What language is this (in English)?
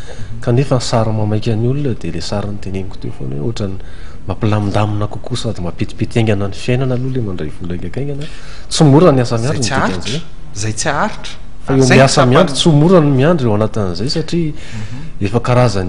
Malagasy